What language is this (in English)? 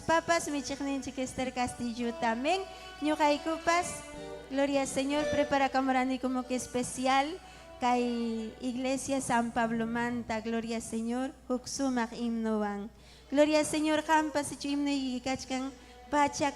Ayacucho Quechua